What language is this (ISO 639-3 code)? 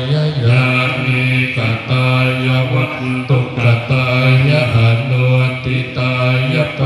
pli